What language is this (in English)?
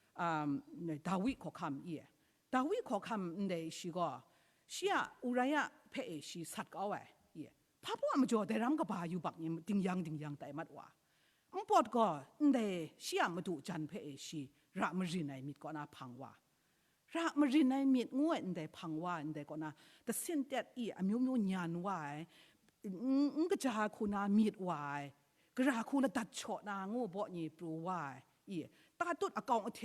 Kachin